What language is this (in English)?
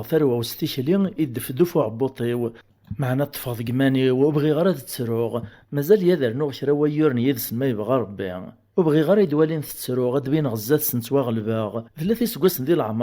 Kabyle